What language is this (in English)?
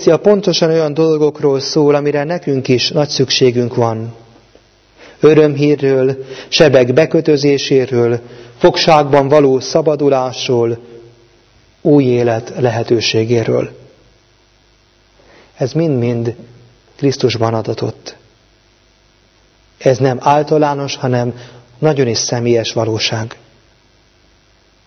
Hungarian